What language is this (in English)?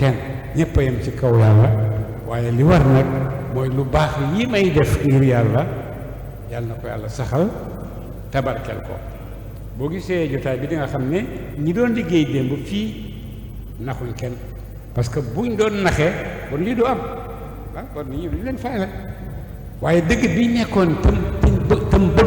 Wolof